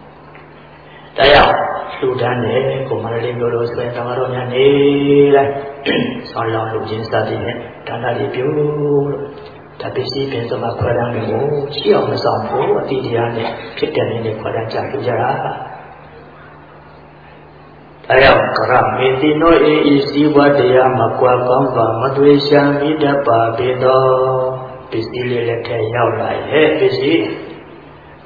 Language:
Burmese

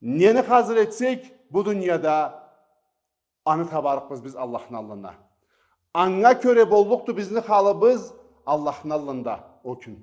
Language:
Karachay-Balkar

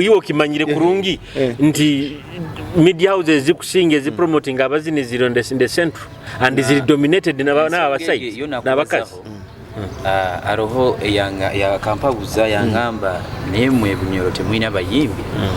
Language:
Nyoro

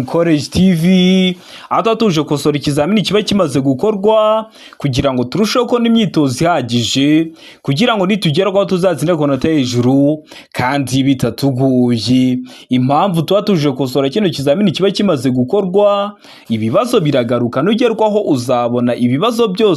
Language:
Kinyarwanda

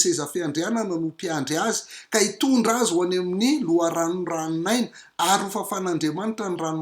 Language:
Malagasy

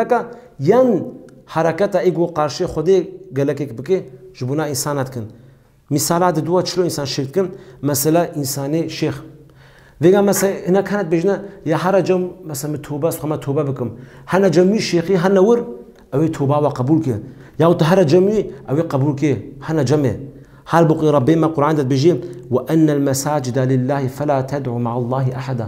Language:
Kurdish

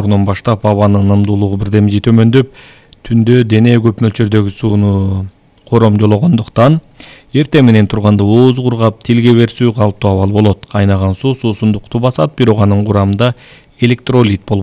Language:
Kyrgyz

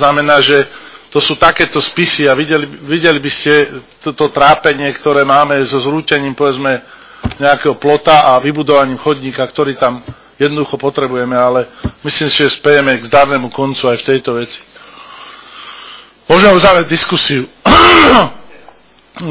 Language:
Slovak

